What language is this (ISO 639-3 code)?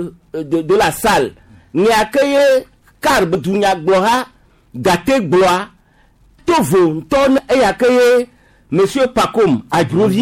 gej